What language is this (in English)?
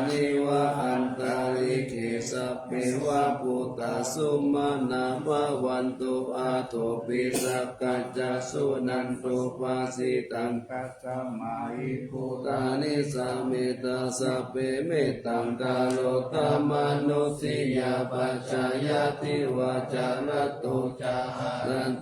Pali